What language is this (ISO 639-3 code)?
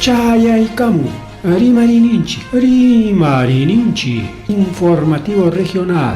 quy